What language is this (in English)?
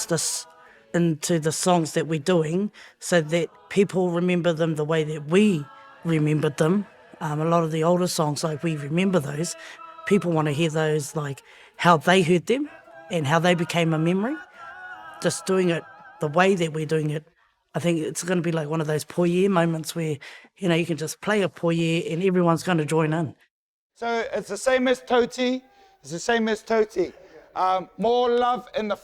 Māori